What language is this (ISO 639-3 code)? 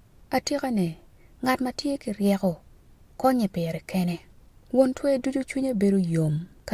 ach